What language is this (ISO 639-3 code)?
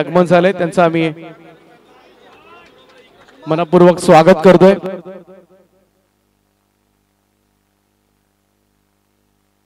mar